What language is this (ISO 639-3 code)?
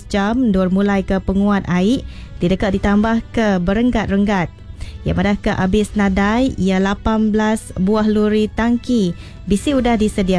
iba